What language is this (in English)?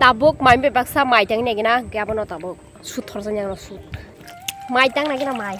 Kok Borok